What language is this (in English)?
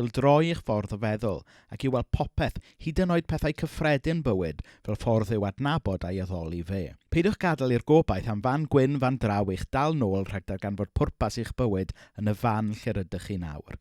Welsh